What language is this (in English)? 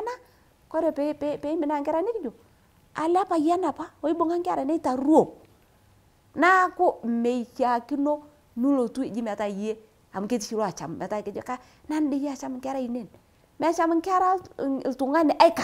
Masai